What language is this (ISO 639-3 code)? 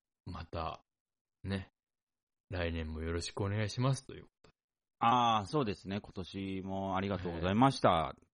jpn